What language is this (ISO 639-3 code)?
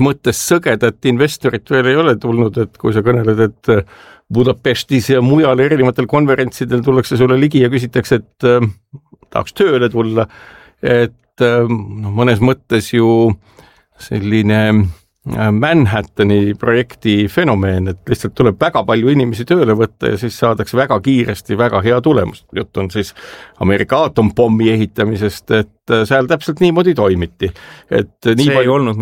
est